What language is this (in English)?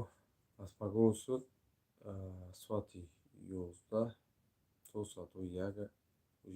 Tajik